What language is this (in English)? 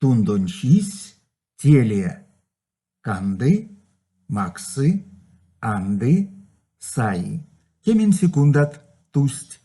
Erzya